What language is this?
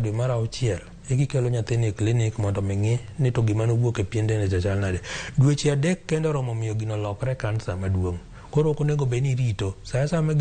Luo (Kenya and Tanzania)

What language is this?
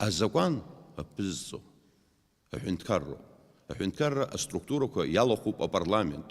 Abkhazian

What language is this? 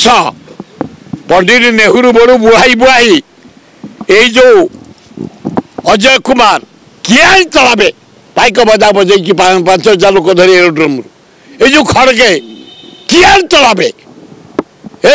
Odia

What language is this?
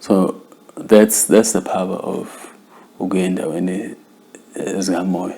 Zulu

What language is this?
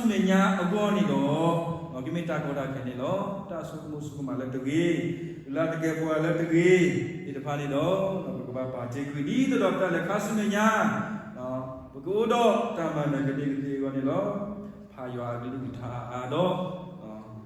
S'gaw Karen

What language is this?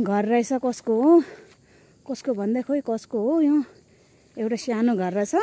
Nepali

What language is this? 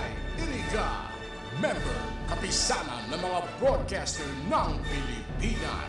Bikol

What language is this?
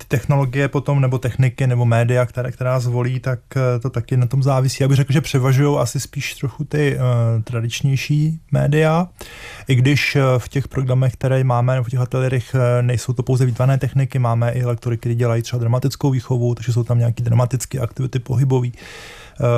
Czech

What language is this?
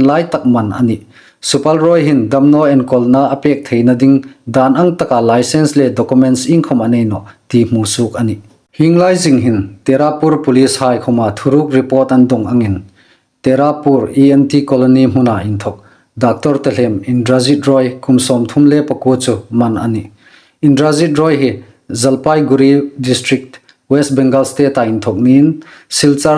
Hmar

